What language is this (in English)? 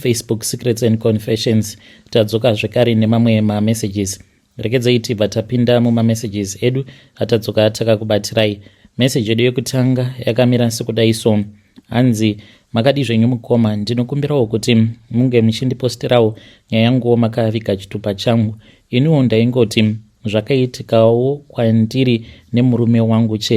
Shona